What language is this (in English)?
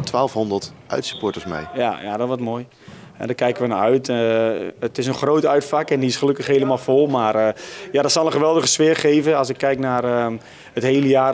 Dutch